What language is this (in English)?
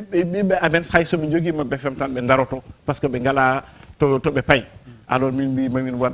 Fula